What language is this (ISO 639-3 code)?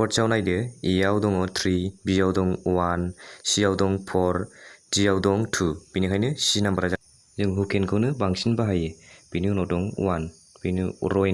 brx